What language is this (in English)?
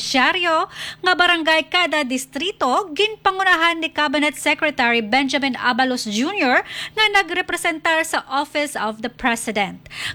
Hiligaynon